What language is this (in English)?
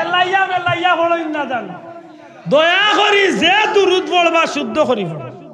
Sylheti